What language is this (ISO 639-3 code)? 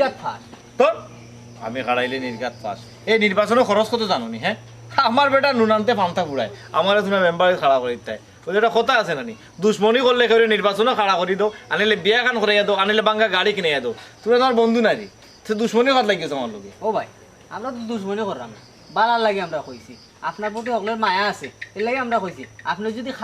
syl